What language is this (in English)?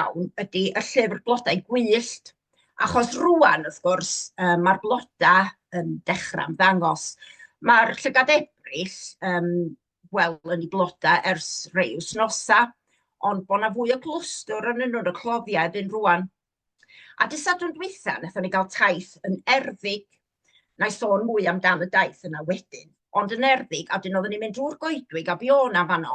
Welsh